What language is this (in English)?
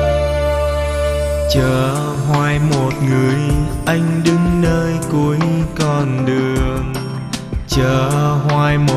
Vietnamese